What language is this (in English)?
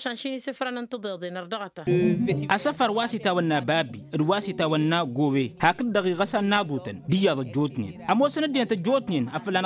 Tamasheq